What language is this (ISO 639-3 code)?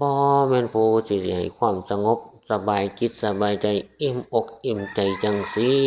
tts